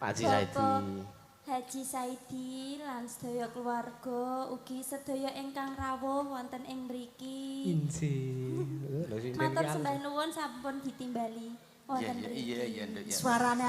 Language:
Javanese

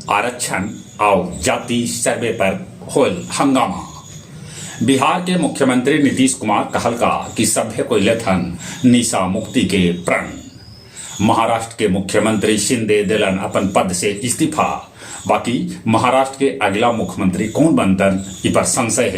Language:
Magahi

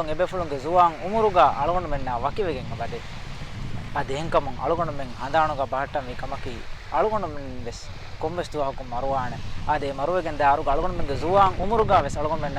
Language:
Divehi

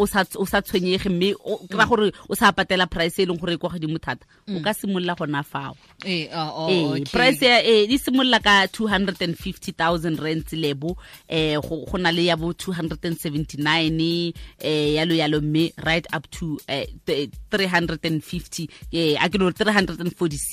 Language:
Tswana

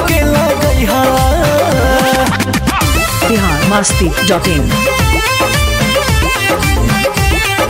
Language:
Bhojpuri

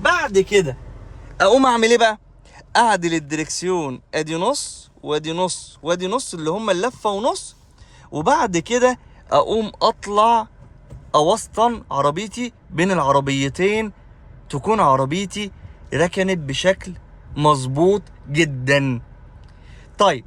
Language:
Egyptian Arabic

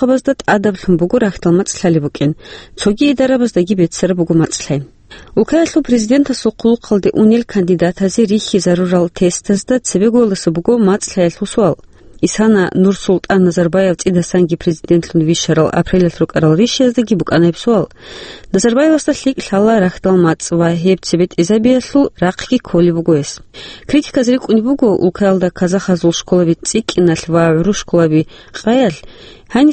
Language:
Avaric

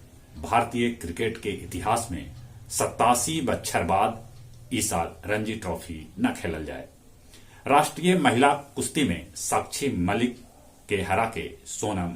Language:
Magahi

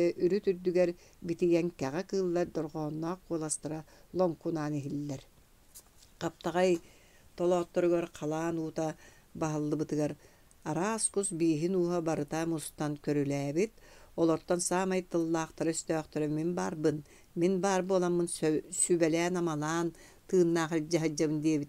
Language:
Yakut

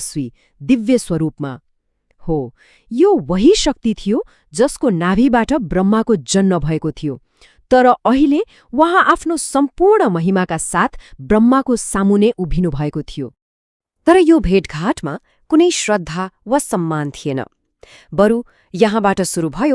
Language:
Nepali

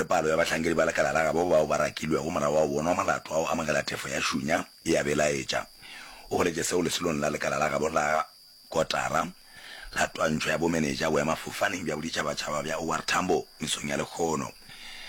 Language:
Northern Sotho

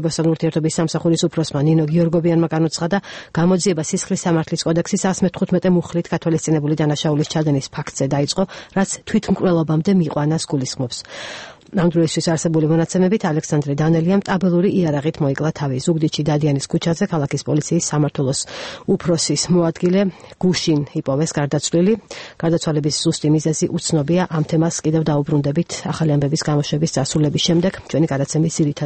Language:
Georgian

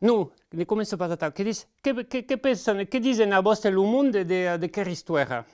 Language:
Occitan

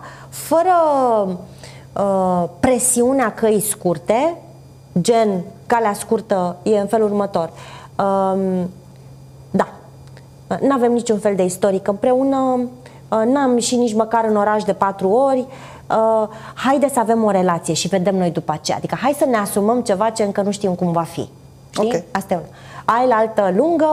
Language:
Romanian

